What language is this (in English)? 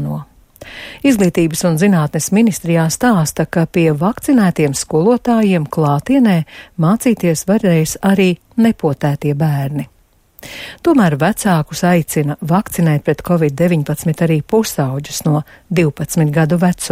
Latvian